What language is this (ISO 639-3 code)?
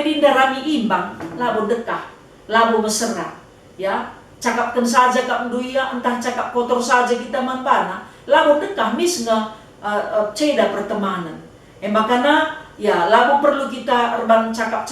btx